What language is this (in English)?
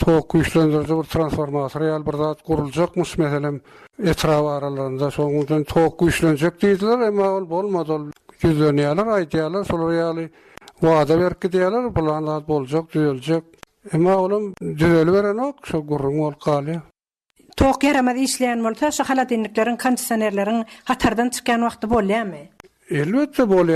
Turkmen